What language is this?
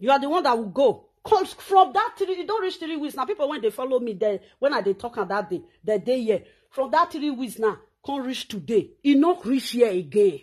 Nigerian Pidgin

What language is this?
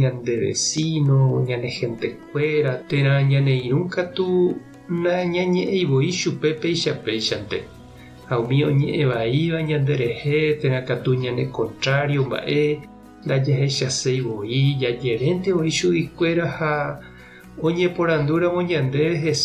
Guarani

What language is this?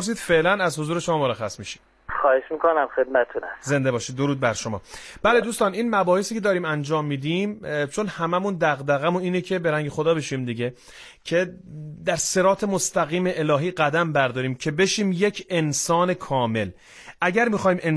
Persian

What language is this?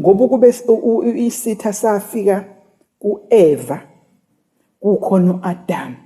Zulu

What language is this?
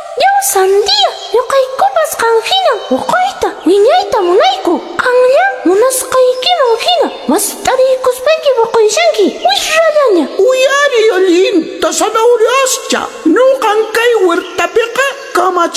Quechua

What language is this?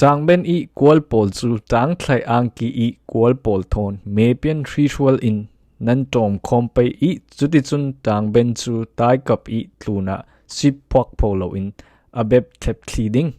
Falam Chin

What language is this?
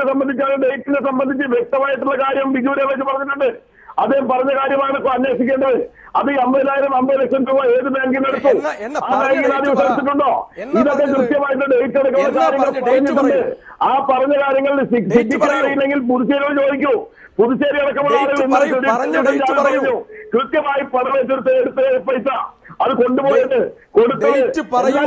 Malayalam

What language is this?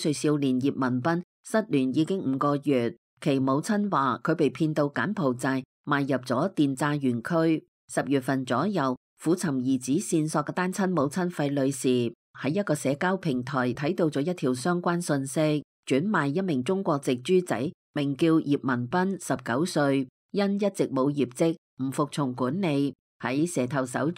Cantonese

